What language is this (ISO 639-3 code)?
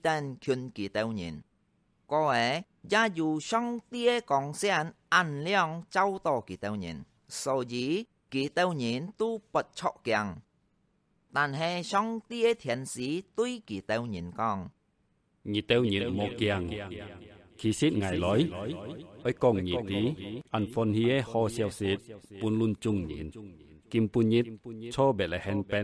hak